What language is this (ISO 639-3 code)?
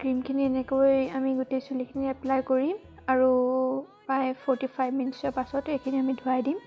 asm